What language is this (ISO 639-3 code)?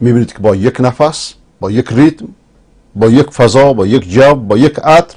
fas